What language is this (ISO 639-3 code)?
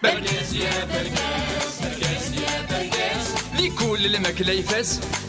kab